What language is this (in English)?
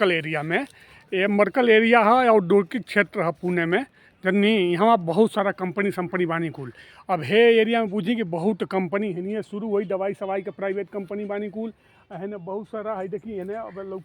Bhojpuri